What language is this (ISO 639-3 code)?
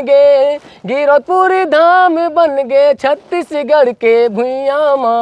hne